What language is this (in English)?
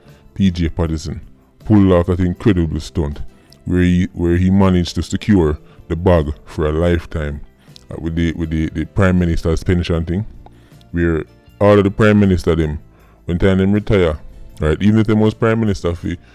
Jamaican Creole English